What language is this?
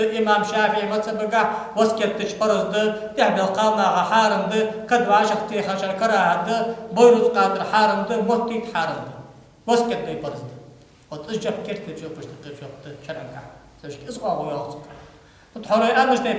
Ingush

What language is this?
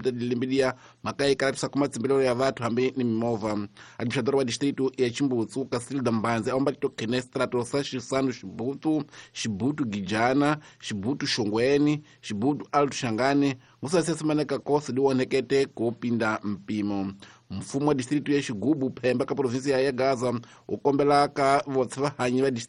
Tsonga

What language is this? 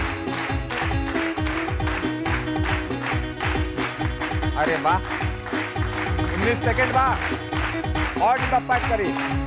Bhojpuri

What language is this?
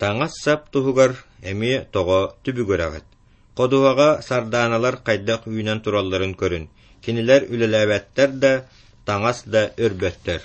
Yakut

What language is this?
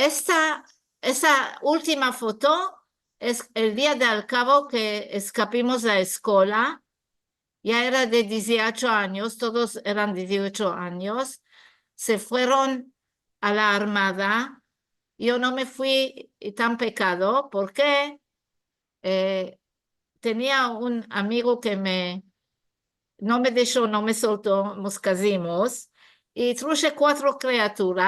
Ladino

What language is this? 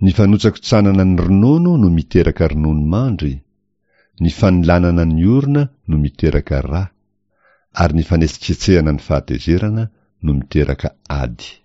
Malagasy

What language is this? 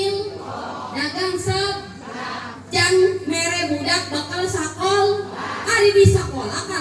Sundanese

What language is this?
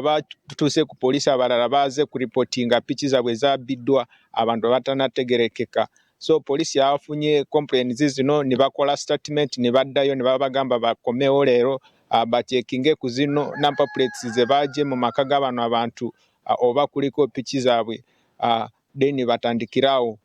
Ganda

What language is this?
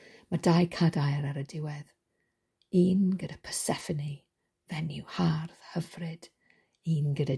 Welsh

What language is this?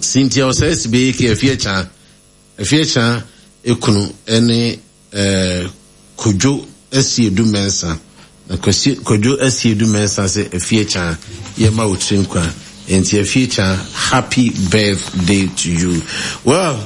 Akan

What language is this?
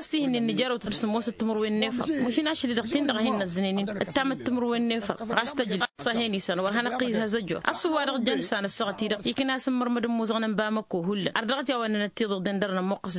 Tamasheq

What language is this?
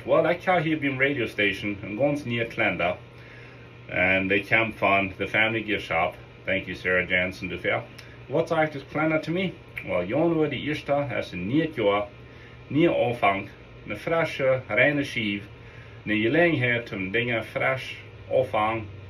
Plautdietsch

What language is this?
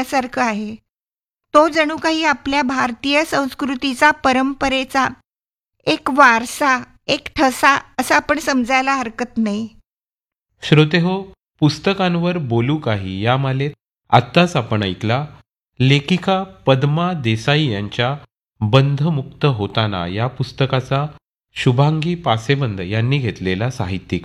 Marathi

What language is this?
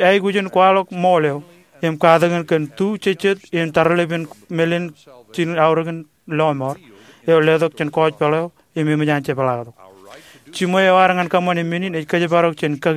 Marshallese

